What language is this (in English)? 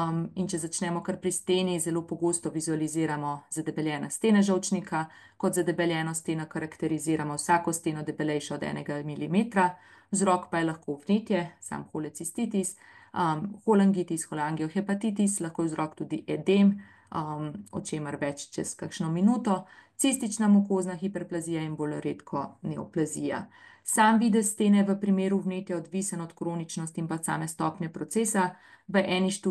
Slovenian